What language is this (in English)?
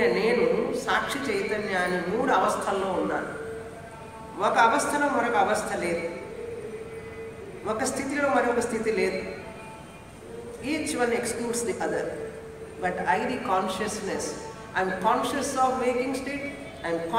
Telugu